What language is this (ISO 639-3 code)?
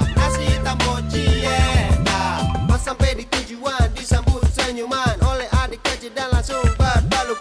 min